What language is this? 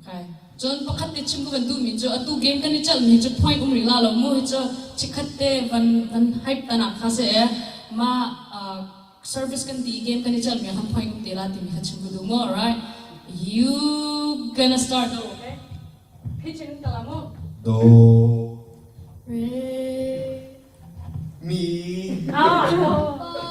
Hakha Chin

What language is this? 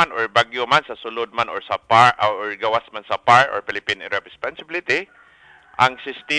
Cebuano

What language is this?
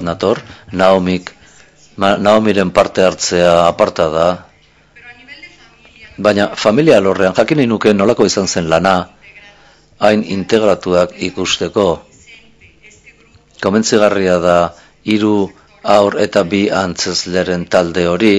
Basque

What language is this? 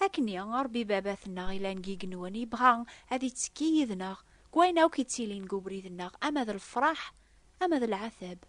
Kabyle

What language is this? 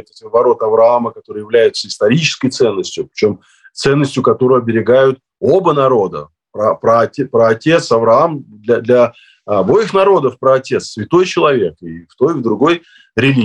Russian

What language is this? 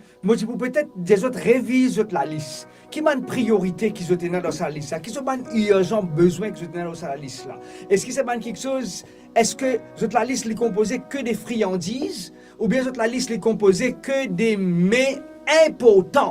Morisyen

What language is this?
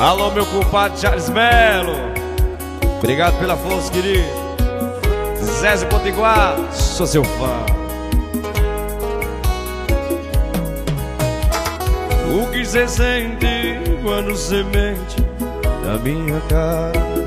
Portuguese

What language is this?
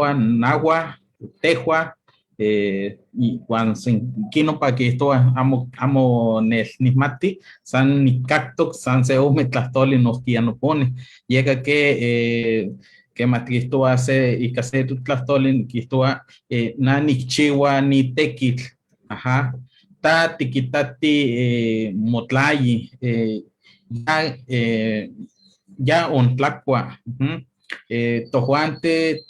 Eastern Huasteca Nahuatl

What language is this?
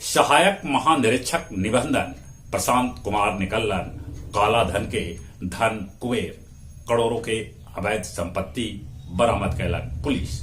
Magahi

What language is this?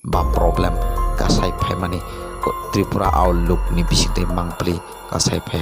Kok Borok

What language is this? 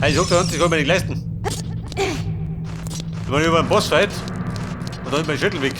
Bavarian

